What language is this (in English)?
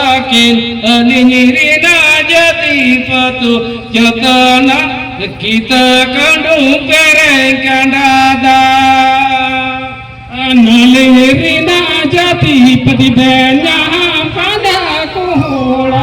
Santali